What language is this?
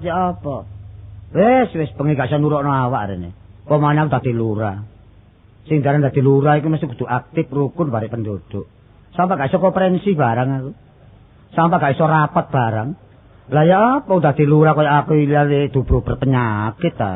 Javanese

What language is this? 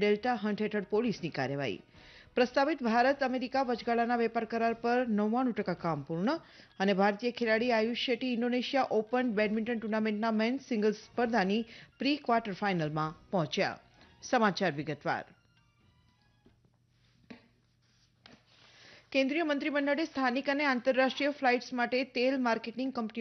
Gujarati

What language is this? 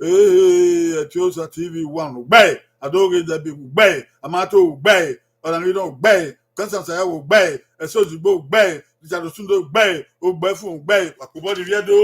Bini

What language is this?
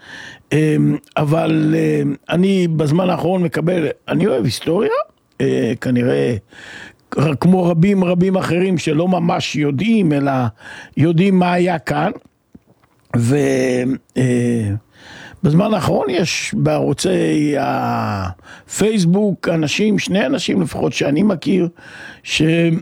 Hebrew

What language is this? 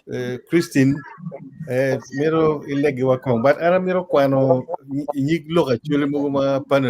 Acoli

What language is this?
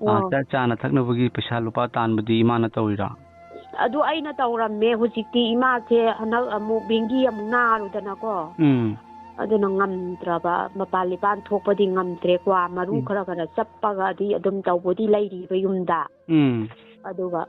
Manipuri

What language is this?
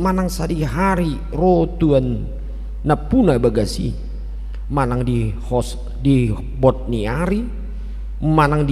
Batak Toba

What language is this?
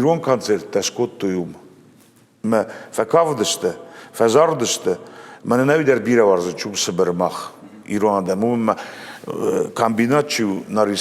Ossetic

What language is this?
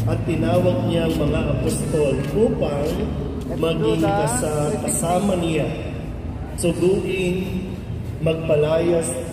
Filipino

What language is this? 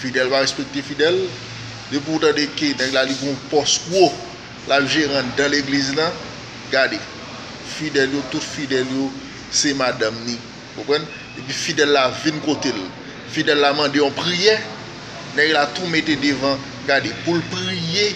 Haitian Creole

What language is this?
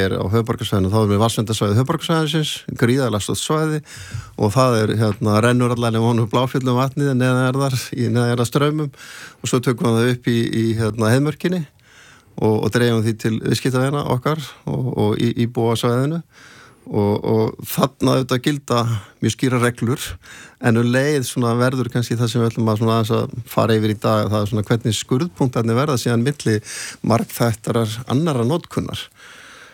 Icelandic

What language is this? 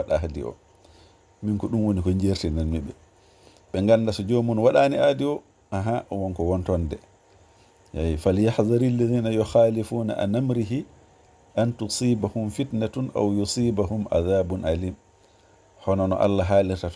Fula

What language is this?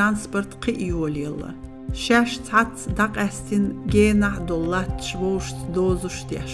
Chechen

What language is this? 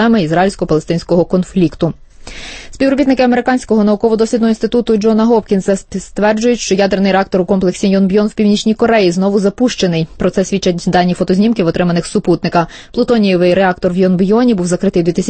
Ukrainian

